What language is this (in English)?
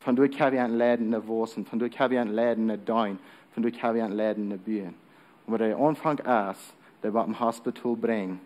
Plautdietsch